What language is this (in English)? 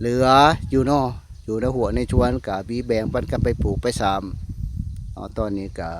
Lao